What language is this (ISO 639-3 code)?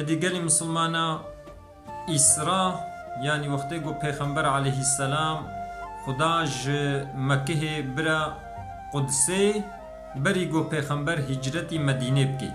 kur